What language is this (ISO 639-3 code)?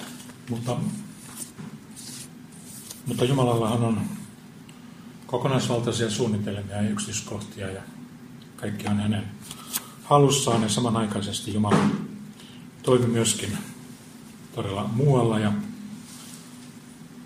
fin